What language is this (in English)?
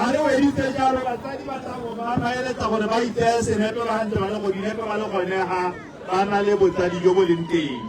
Tswana